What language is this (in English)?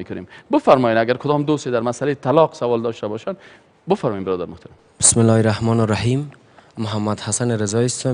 Persian